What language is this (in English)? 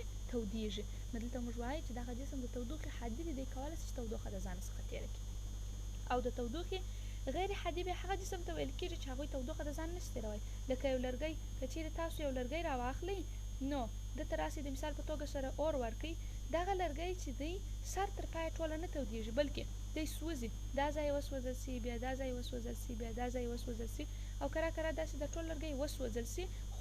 Pashto